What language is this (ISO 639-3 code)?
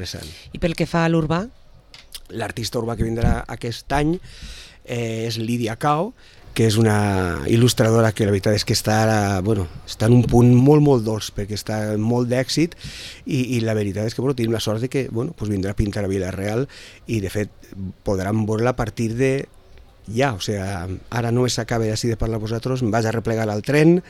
cat